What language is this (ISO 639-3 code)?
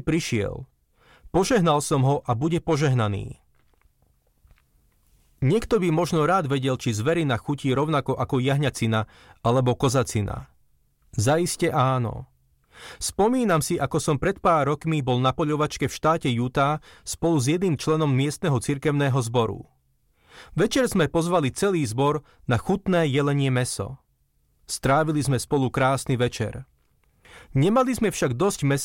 slk